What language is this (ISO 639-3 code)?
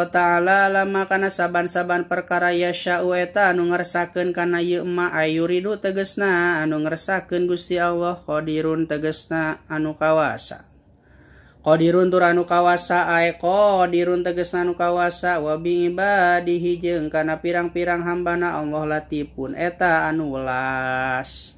sun